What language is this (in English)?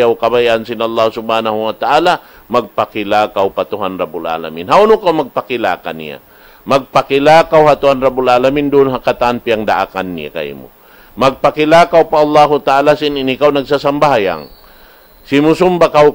Tausug